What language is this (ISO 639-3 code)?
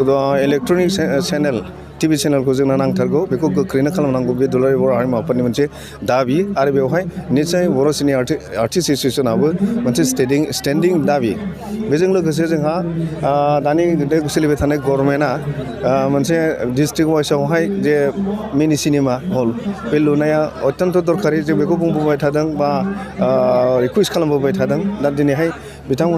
brx